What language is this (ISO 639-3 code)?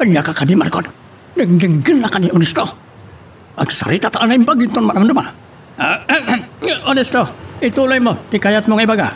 ilo